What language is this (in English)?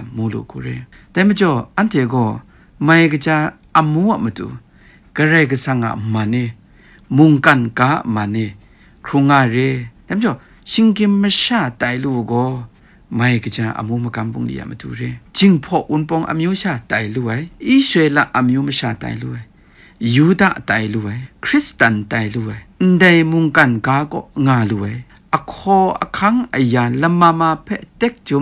Kachin